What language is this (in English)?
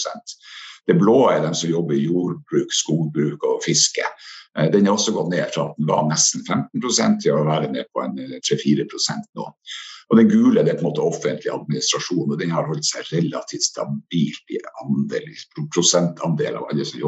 Norwegian